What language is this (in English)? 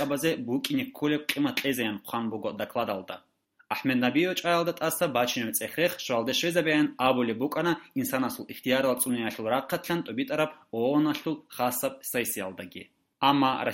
Avaric